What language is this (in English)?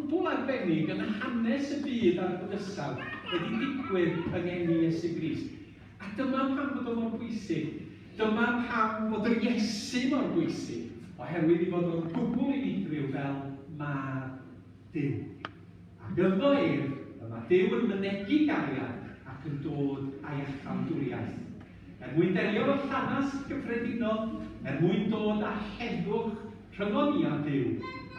Welsh